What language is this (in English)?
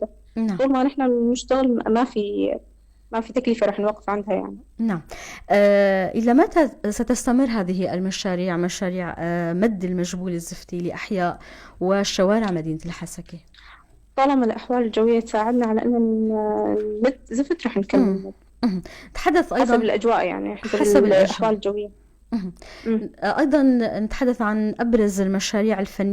North Levantine Arabic